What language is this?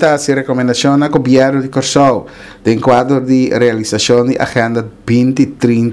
Papiamento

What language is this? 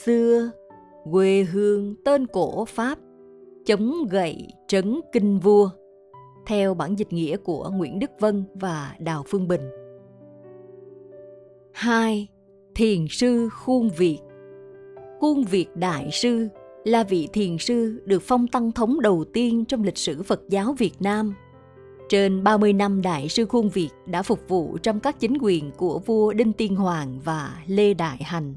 Vietnamese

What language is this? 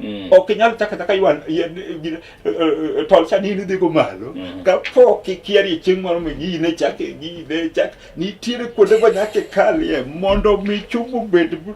Luo (Kenya and Tanzania)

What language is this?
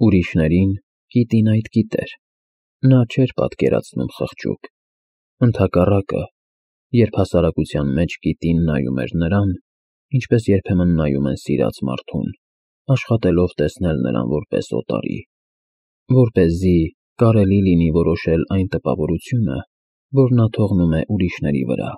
Armenian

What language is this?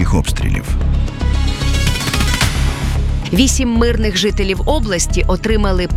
Ukrainian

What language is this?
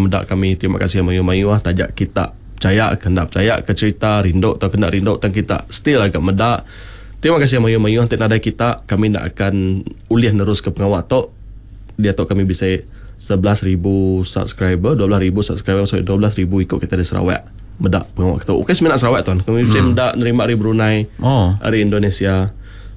Iban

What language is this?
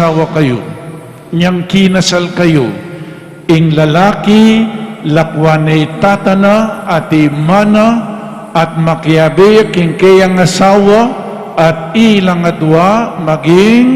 Pampanga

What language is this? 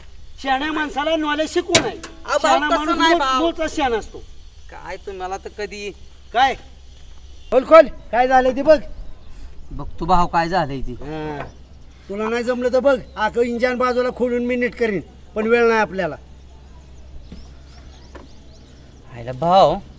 Marathi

